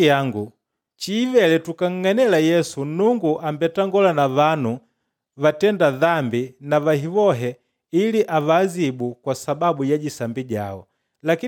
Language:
Makonde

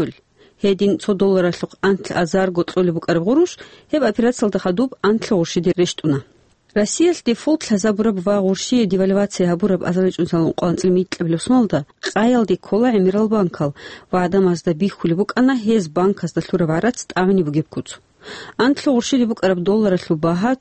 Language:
Avaric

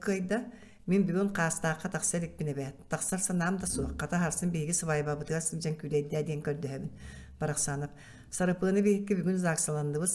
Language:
Yakut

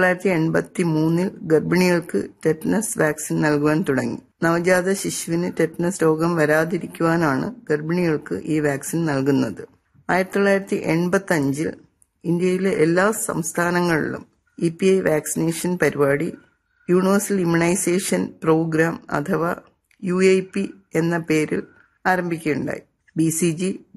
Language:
Malayalam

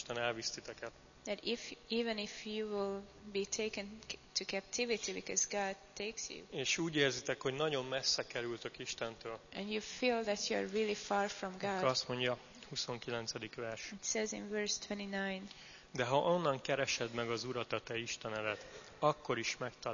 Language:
Hungarian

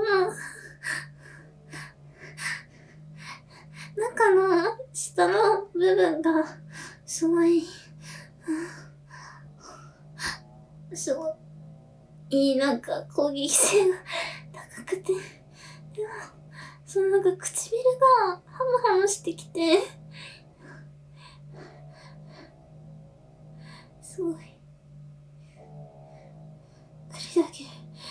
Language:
Japanese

